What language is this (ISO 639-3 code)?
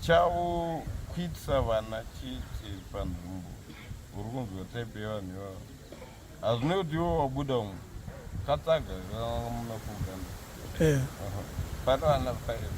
sna